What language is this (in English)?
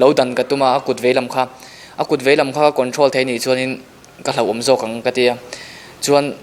Mizo